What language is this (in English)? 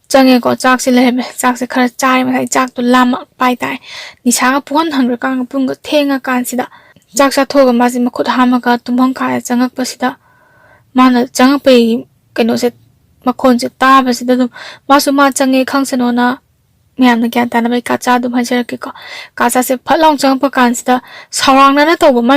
Manipuri